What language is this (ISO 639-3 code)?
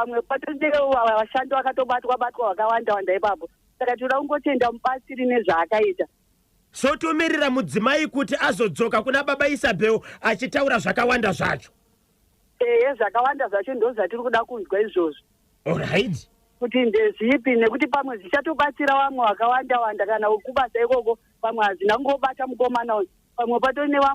sna